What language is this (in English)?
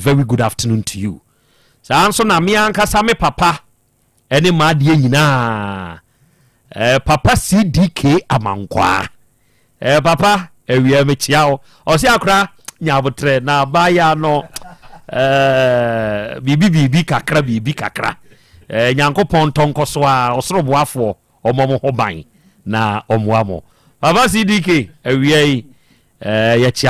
Akan